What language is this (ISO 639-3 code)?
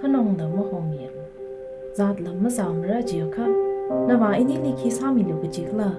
nmf